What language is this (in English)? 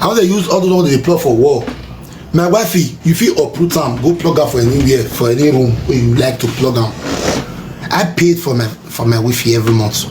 Nigerian Pidgin